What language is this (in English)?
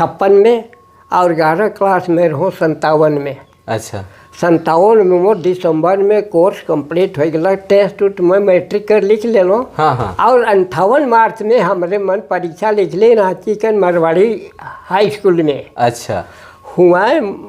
Sadri